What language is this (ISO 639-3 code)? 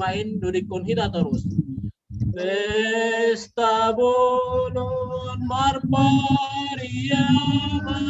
bts